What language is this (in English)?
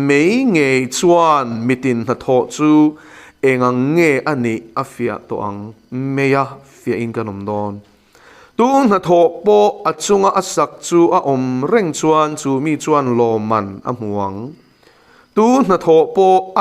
Mizo